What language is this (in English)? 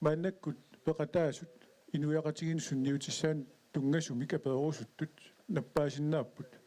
Kalaallisut